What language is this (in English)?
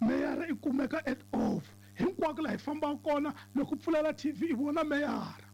Tsonga